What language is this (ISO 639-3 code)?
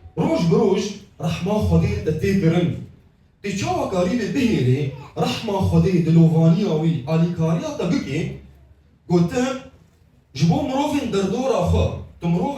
kur